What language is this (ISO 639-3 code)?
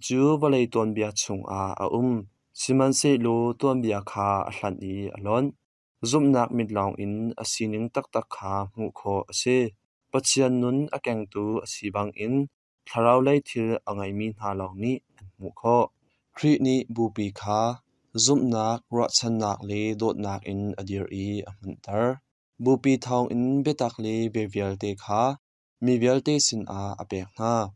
cnh